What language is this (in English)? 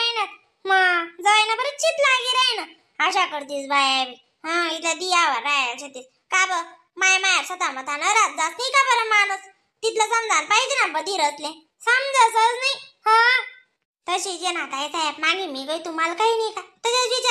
Khandesi